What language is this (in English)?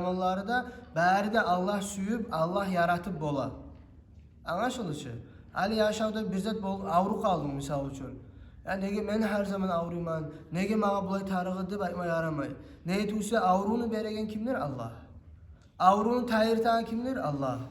Kumyk